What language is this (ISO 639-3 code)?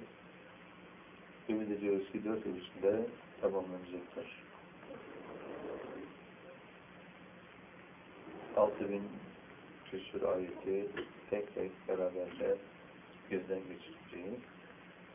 tur